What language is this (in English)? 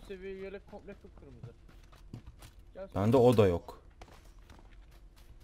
Turkish